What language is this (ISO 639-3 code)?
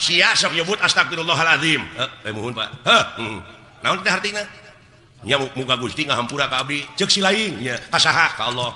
sun